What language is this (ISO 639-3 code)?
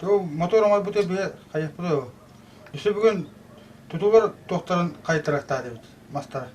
sah